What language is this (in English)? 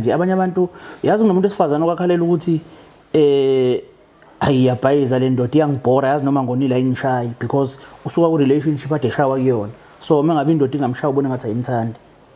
Zulu